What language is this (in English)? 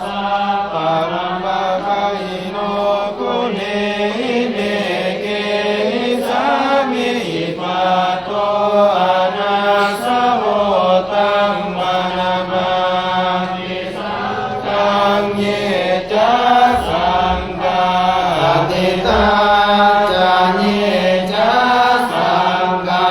Pali